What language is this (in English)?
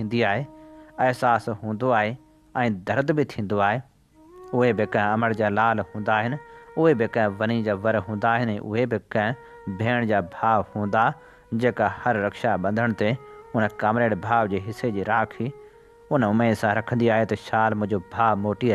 Sindhi